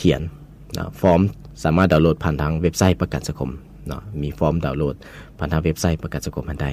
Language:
Lao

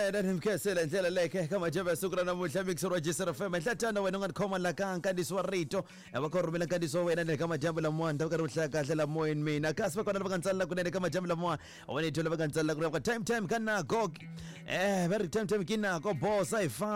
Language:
Tsonga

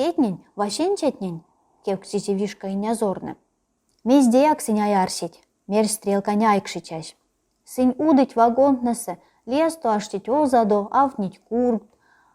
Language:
Erzya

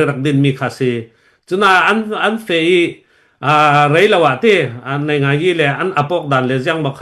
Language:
Falam Chin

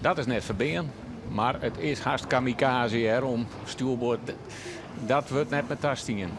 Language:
Western Frisian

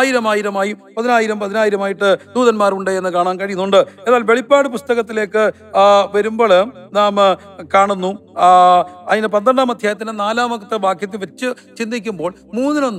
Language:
Malayalam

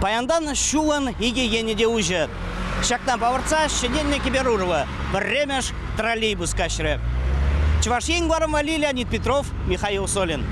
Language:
Chuvash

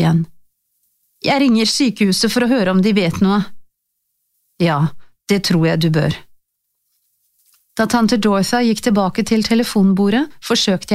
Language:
Norwegian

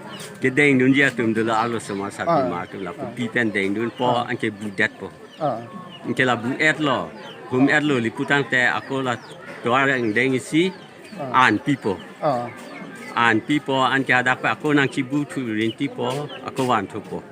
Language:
Karbi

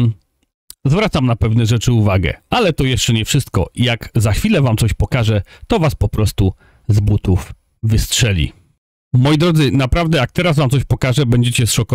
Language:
Polish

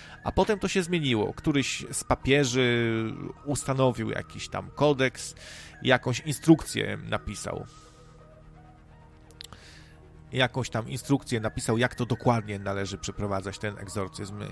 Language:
Polish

